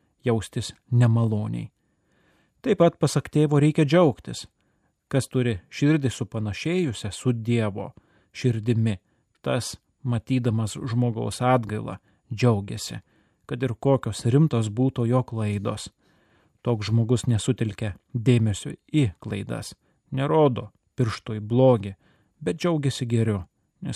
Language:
Lithuanian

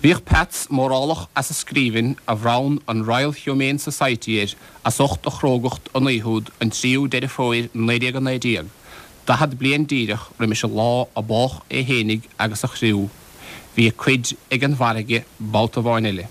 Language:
Irish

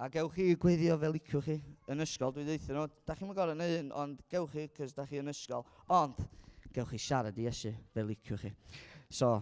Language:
Welsh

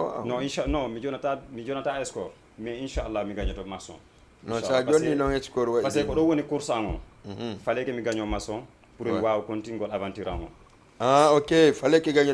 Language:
Fula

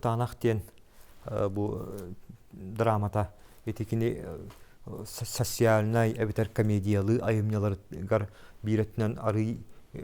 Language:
Yakut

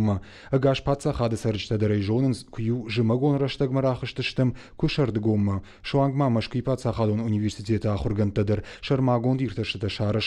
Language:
Ossetic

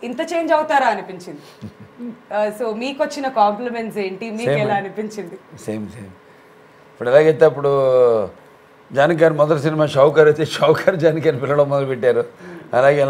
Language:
Telugu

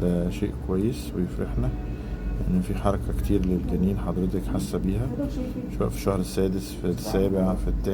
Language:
Egyptian Arabic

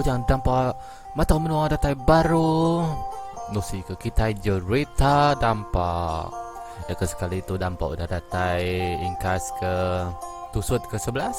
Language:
Iban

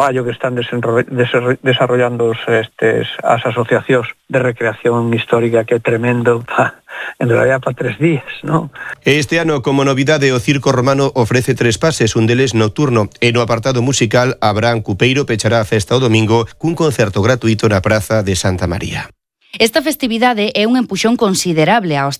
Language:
Galician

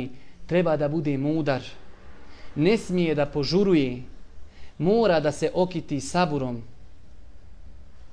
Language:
Bosnian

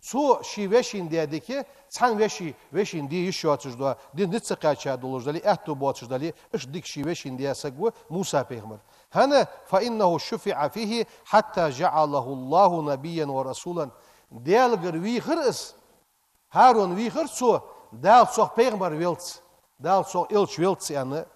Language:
Ingush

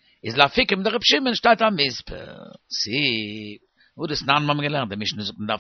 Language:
Yiddish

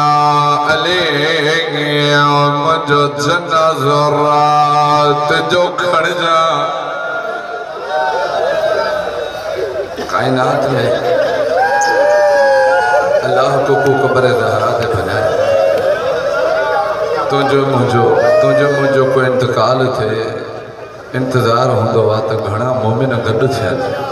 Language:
Sindhi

